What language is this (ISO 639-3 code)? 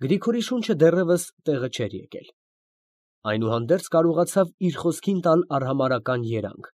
hye